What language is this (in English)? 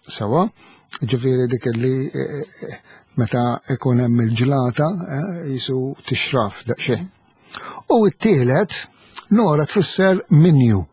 Maltese